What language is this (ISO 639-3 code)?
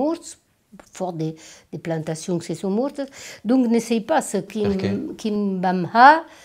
oci